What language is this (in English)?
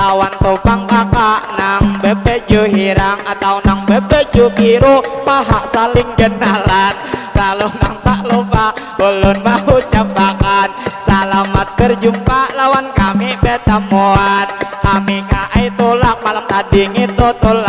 Banjar